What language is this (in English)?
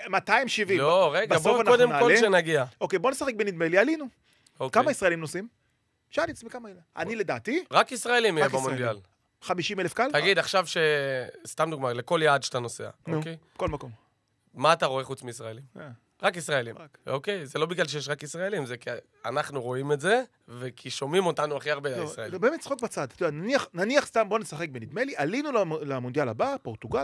Hebrew